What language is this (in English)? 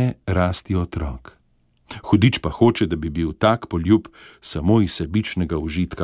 Slovenian